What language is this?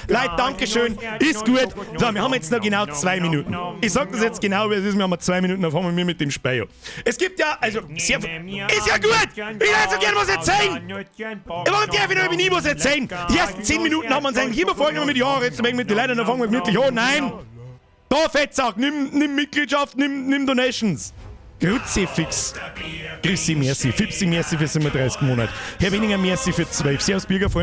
Bavarian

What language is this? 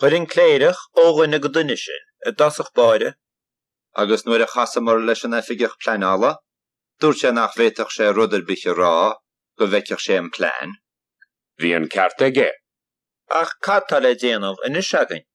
Irish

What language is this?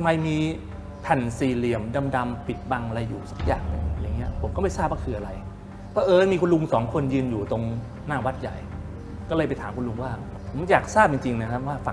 Thai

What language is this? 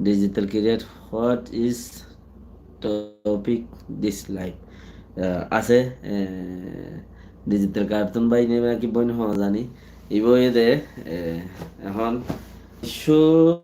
Rohingya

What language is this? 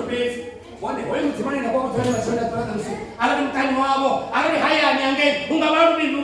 Venda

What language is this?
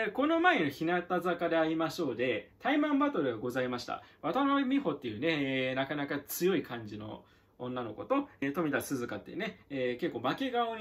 Japanese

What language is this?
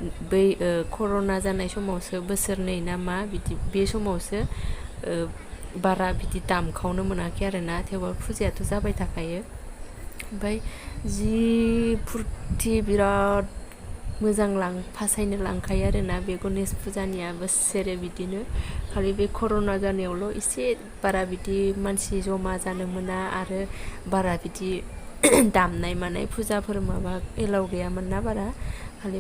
Bodo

